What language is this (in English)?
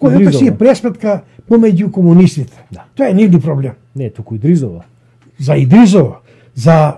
Macedonian